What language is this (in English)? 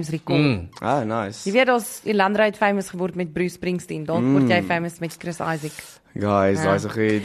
Afrikaans